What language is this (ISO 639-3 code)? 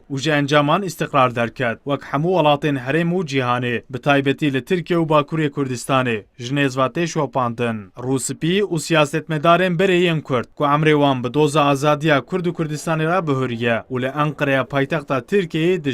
kur